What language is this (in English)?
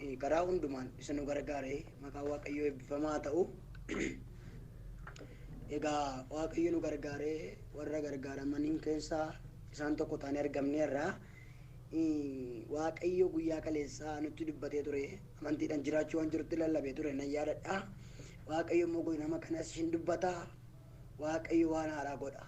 Oromo